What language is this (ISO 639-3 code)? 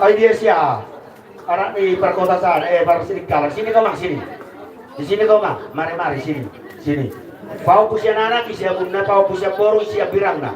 bbc